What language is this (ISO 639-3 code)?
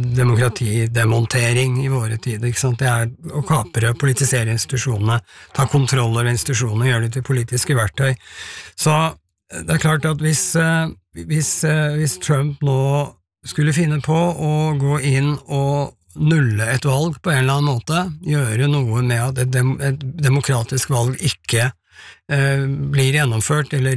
nor